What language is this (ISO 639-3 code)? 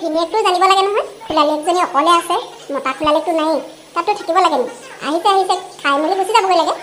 asm